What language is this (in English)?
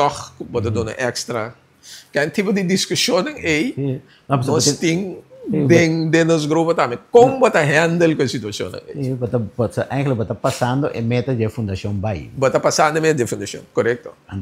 Papiamento